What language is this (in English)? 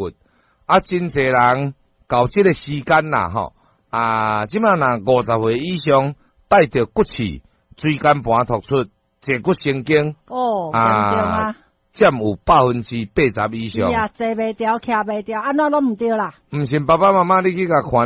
Min Nan Chinese